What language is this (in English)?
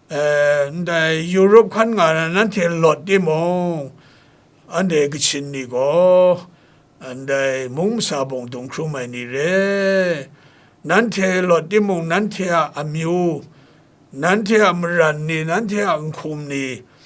Kachin